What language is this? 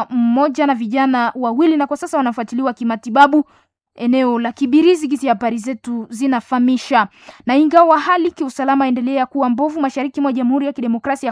Swahili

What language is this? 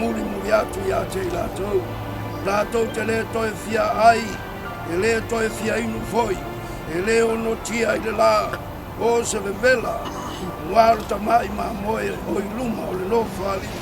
Samoan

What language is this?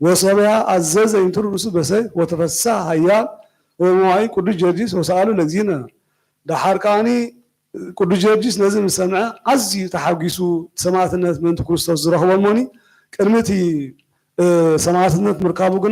Geez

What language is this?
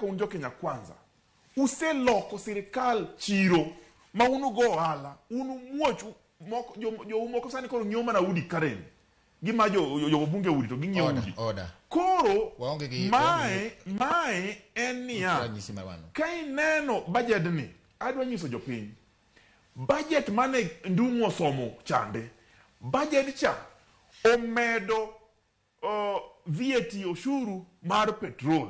Luo (Kenya and Tanzania)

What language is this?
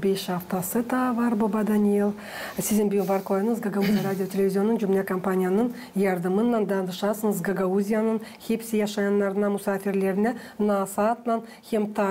Gagauz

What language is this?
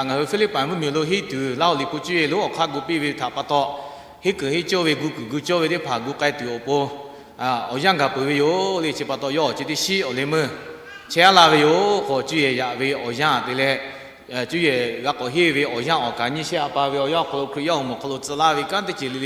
Lahu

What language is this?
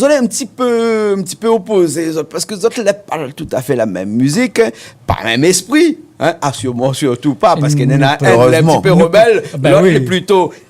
Réunion Creole French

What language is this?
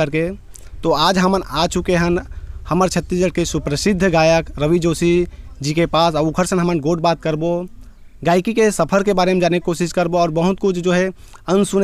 Chhattisgarhi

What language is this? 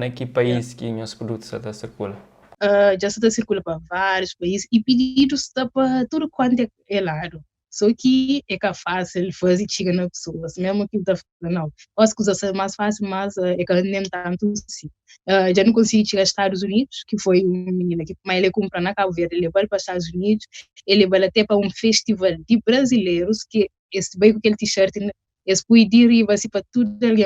Kabuverdianu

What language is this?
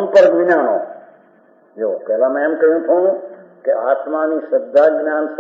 Gujarati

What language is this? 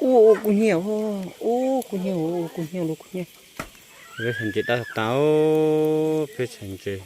Hmong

